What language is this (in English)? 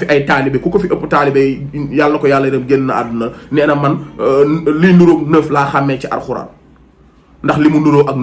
Wolof